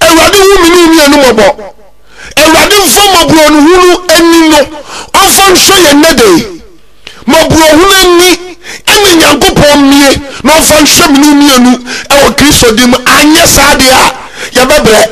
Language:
Akan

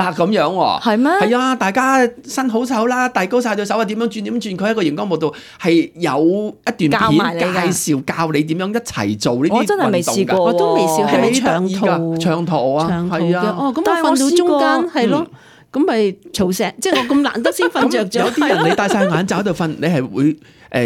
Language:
Cantonese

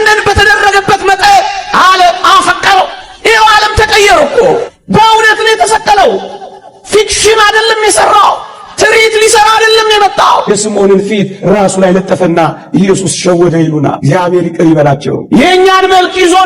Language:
Amharic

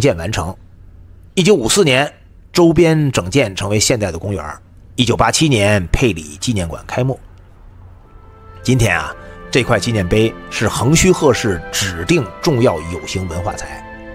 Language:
Chinese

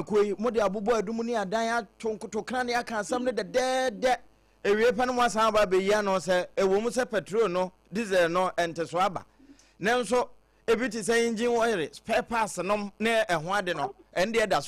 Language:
Akan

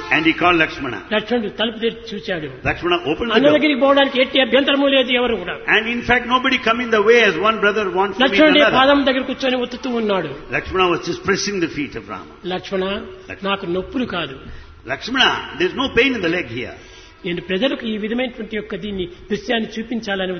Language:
Telugu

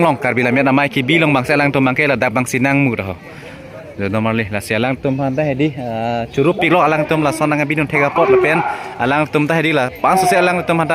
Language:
Karbi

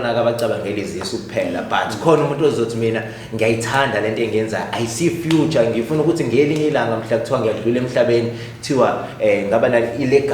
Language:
Zulu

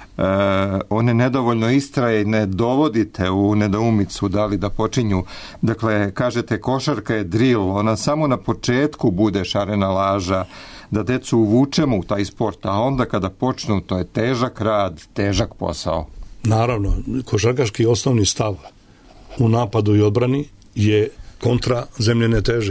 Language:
Serbian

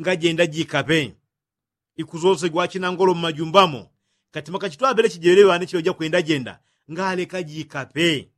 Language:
Yao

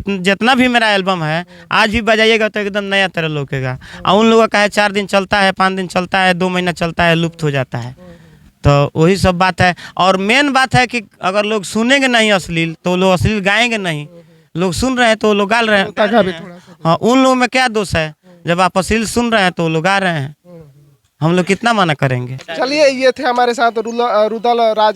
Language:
Bhojpuri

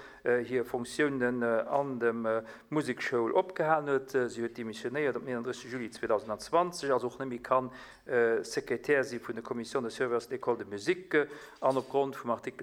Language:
Luxembourgish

